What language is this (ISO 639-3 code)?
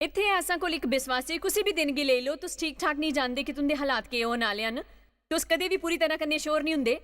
doi